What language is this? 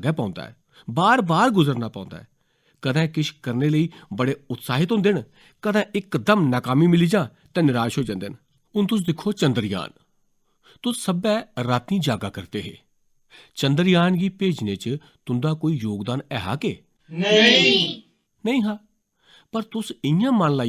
Dogri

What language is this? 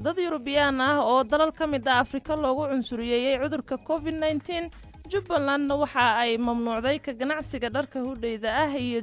Somali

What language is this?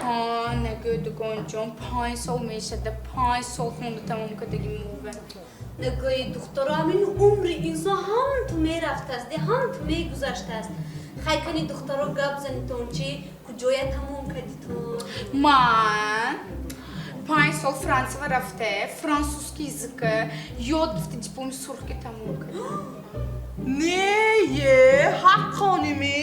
Tajik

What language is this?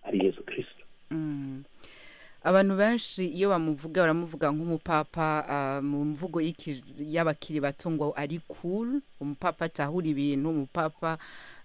Kinyarwanda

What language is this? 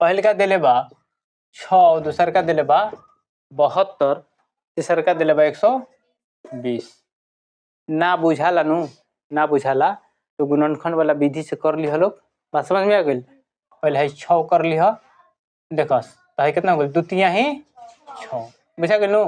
Bhojpuri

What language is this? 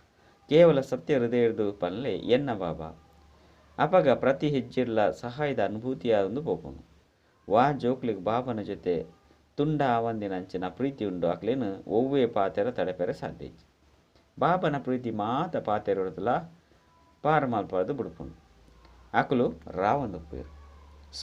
Tulu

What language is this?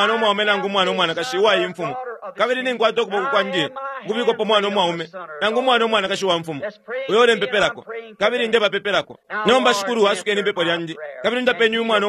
Bemba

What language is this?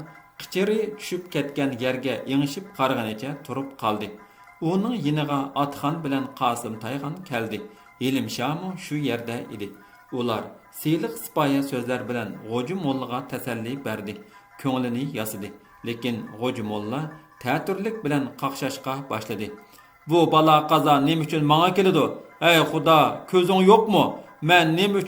Uyghur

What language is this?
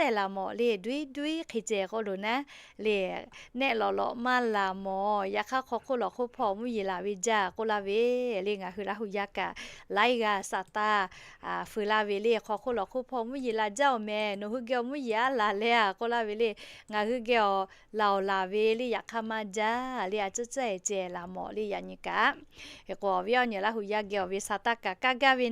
Lahu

